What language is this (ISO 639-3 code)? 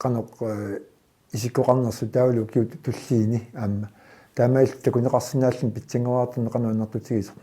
kal